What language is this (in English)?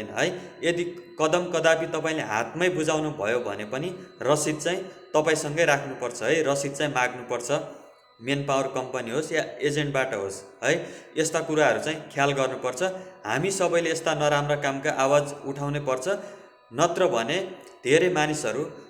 Nepali